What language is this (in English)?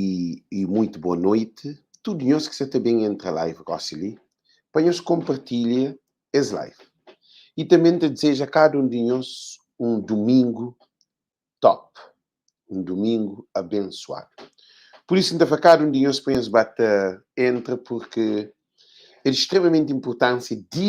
Kabuverdianu